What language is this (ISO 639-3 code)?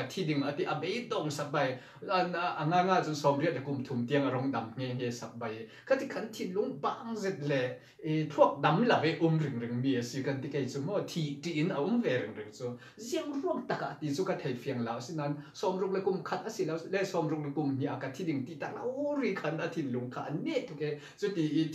cfm